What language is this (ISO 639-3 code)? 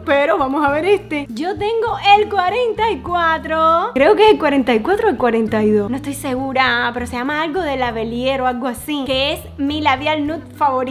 spa